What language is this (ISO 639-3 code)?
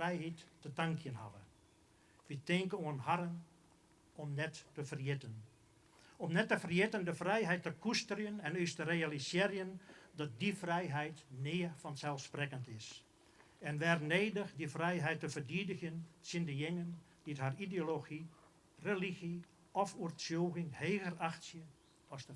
fry